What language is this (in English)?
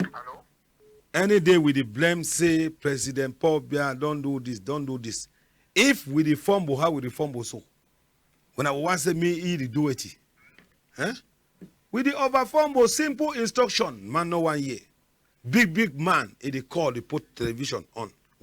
Cameroon Pidgin